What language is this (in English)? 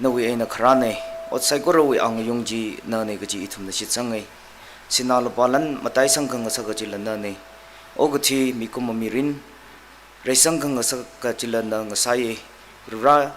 Tangkhul Naga (India)